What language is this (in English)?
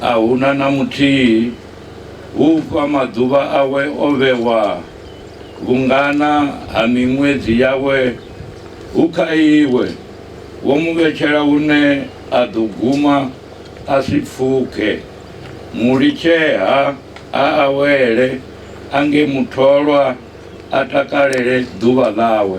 Venda